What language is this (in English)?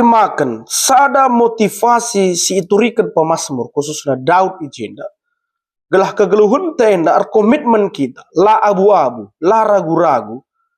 Batak Karo